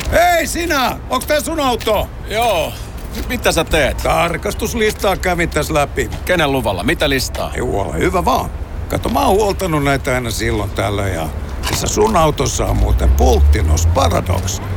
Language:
Finnish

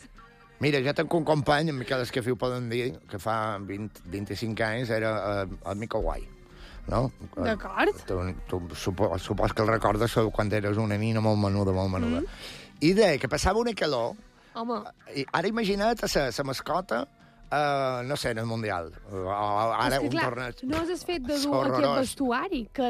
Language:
Catalan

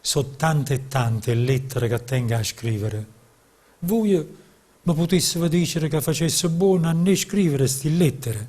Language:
Neapolitan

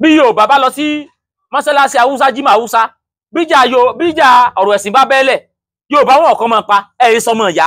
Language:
Yoruba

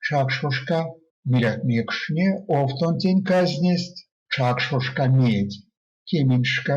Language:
Erzya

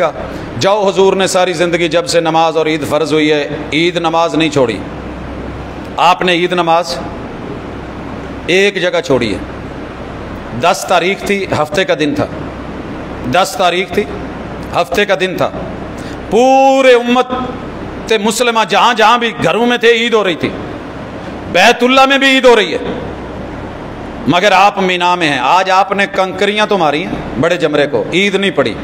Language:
Urdu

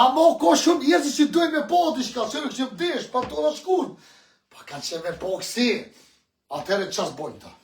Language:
Albanian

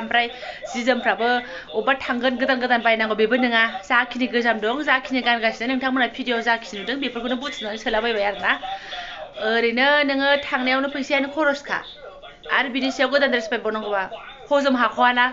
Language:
Bodo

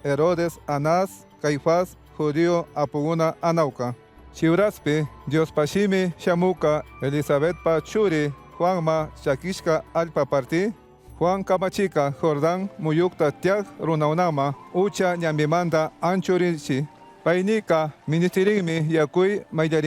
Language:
Chimborazo Highland Quichua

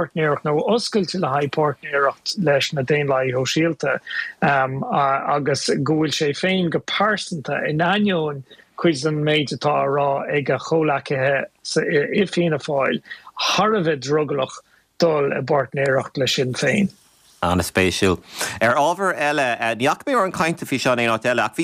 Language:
Irish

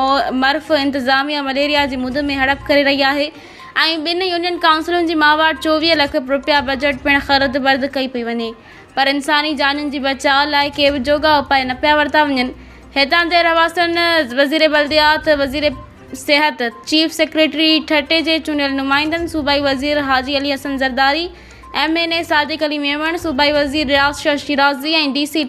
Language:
Sindhi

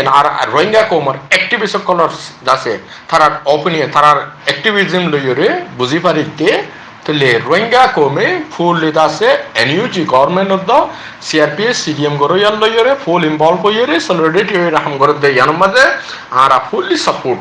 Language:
Rohingya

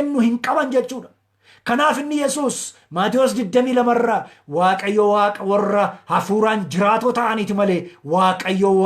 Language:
Oromo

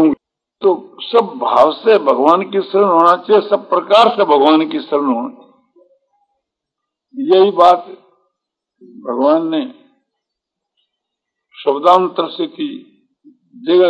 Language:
Hindi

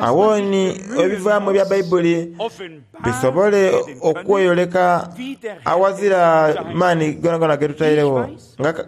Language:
Soga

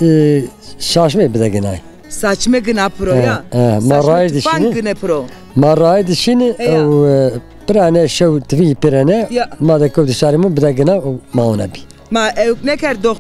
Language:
Zaza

